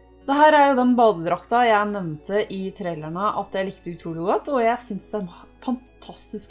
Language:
Norwegian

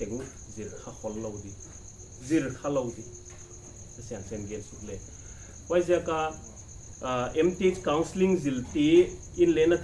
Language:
Paite Chin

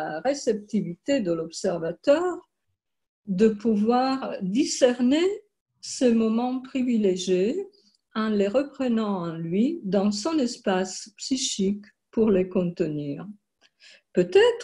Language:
French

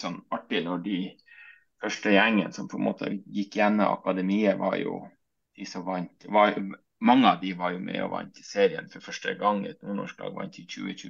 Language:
Norwegian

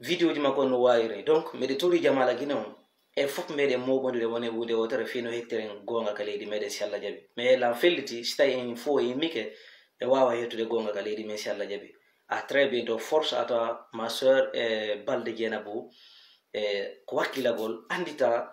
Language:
Fula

